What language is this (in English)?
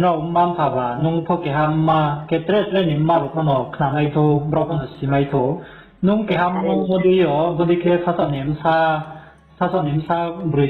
Riang (India)